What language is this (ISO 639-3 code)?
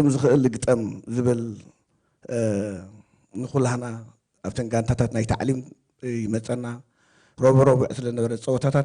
tir